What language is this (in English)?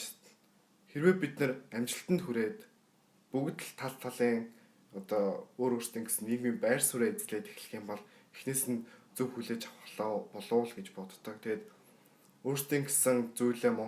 Mongolian